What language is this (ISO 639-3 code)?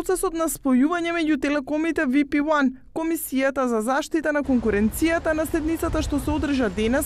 mkd